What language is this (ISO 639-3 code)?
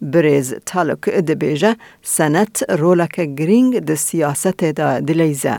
kur